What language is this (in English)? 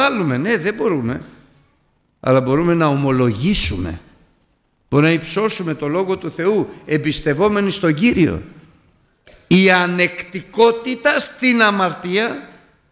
Greek